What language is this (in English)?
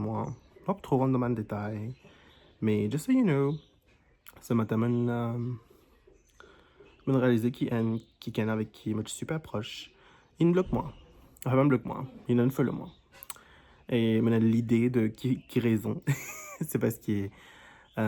Morisyen